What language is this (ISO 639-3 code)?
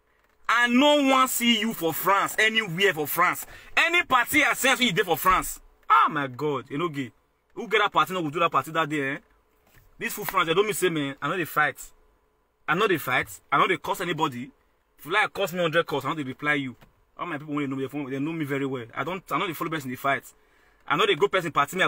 pcm